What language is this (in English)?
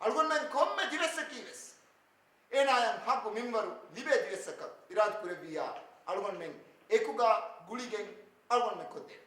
Divehi